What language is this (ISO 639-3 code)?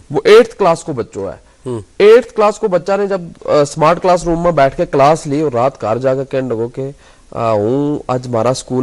gju